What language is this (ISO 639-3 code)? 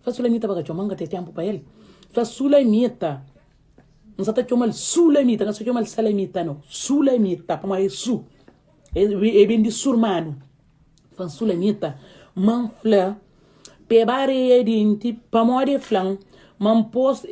kea